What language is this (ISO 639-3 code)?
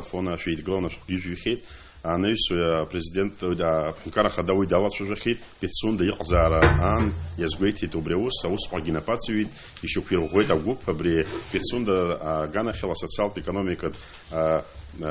abk